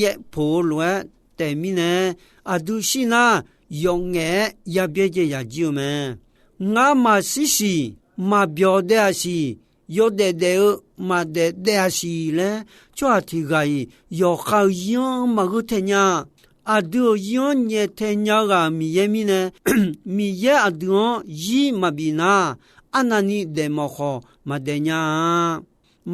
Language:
Akha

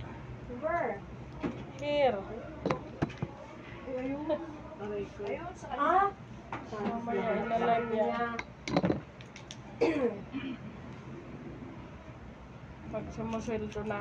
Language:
Filipino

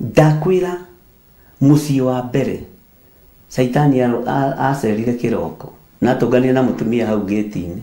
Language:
Kikuyu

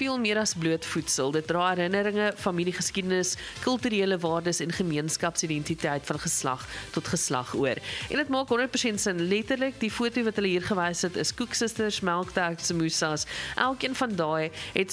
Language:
Afrikaans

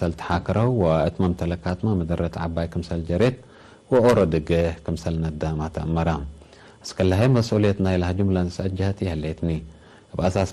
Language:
Tigre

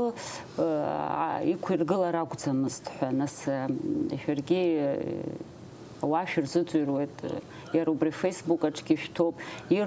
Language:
Abkhazian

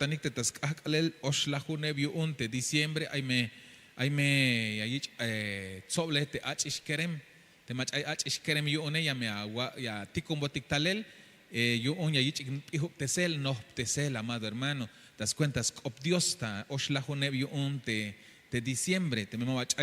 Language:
Tzeltal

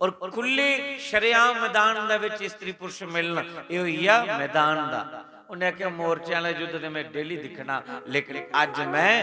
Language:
Dogri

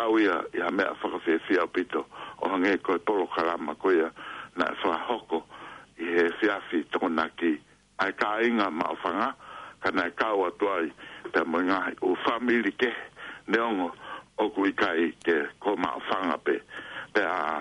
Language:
Tongan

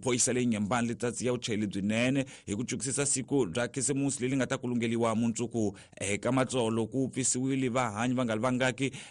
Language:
Tsonga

